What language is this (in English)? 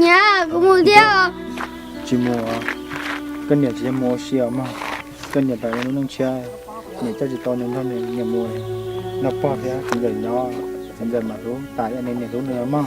Hmong